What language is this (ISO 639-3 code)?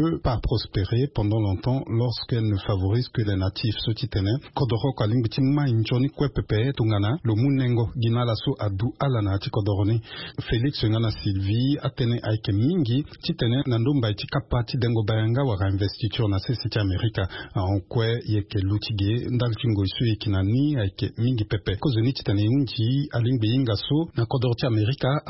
sag